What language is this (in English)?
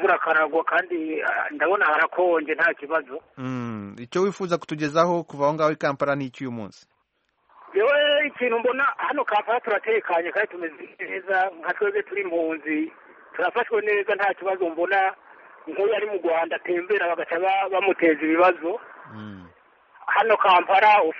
Kinyarwanda